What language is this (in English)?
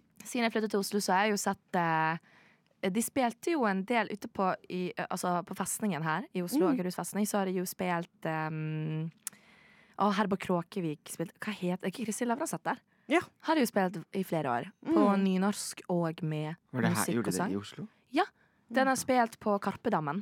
Norwegian